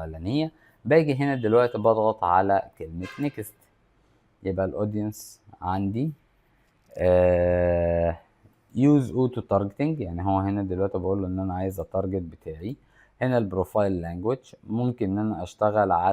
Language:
Egyptian Arabic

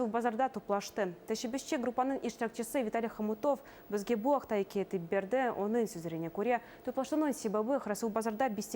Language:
Crimean Tatar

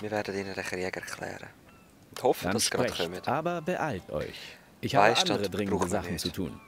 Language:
Swiss German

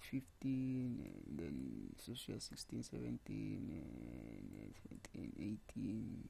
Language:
Tsonga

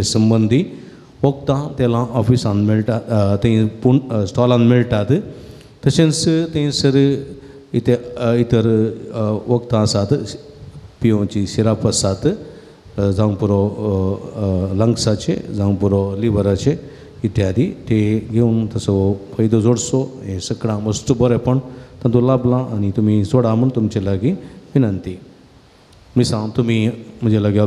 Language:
Konkani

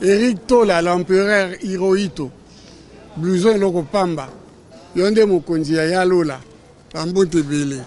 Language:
Lingala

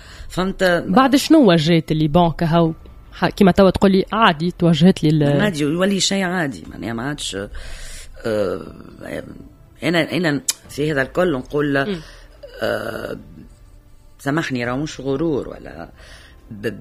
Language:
Tunisian Arabic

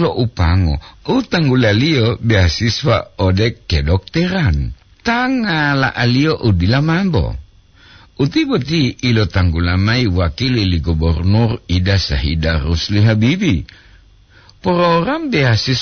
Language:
Gorontalo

